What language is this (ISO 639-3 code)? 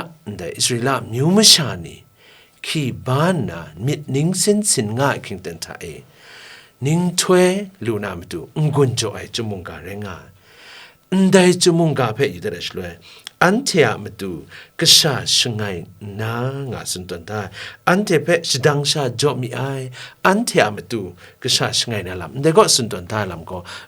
kac